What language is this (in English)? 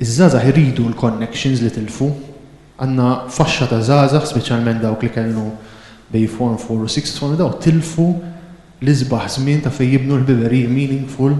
Maltese